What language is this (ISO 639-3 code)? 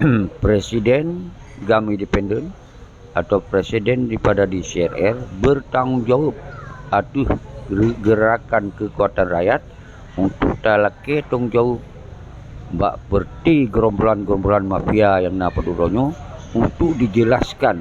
ace